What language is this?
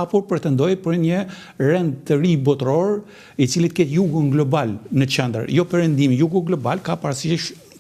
Albanian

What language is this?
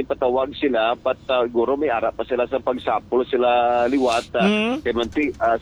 Hiligaynon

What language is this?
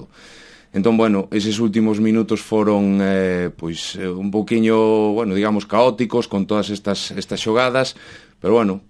Galician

